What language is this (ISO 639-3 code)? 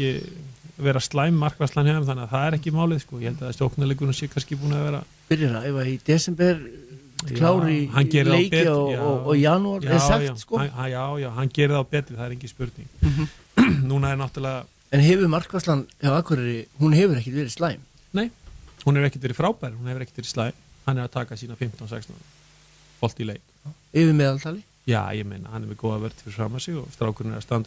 isl